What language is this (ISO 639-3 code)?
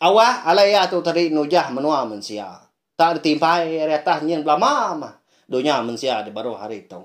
iba